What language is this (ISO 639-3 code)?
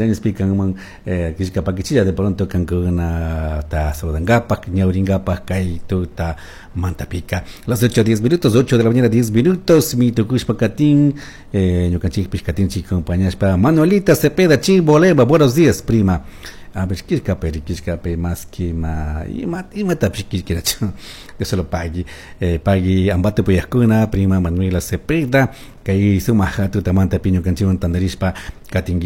qug